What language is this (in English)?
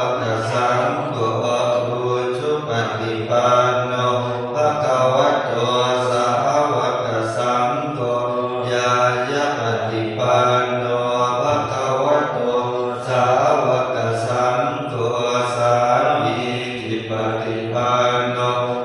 Pali